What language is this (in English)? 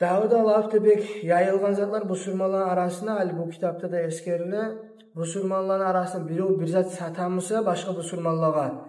Kumyk